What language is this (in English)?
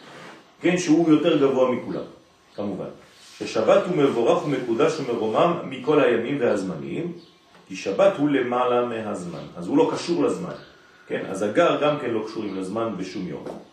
Hebrew